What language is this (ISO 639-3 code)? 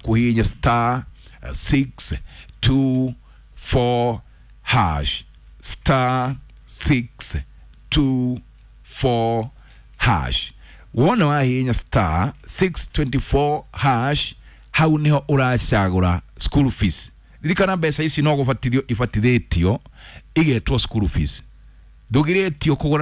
kik